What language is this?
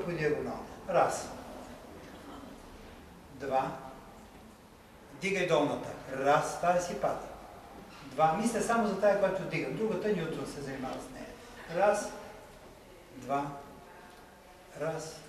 Bulgarian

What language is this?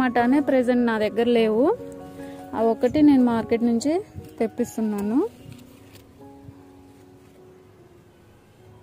Telugu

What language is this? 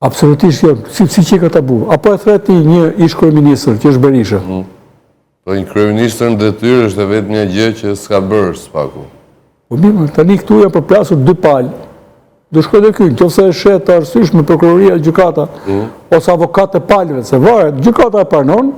Albanian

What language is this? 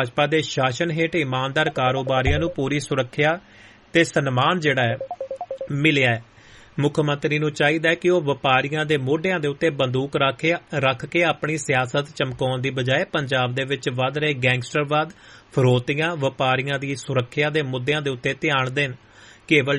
Punjabi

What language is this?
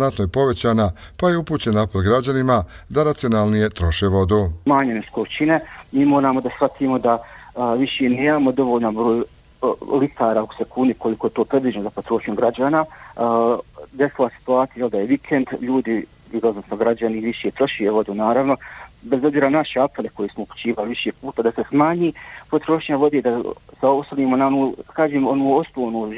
Bosnian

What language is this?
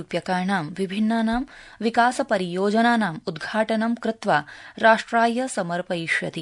Sanskrit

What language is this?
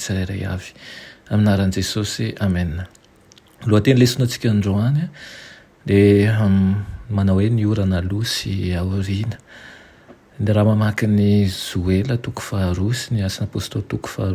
Malagasy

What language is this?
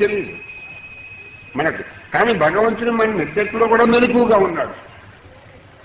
Telugu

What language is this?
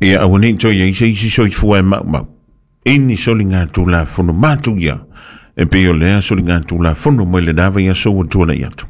Samoan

